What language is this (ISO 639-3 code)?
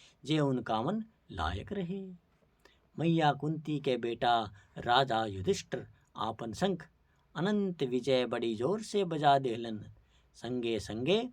bho